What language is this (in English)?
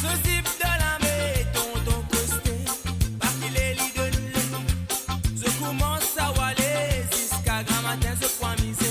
Morisyen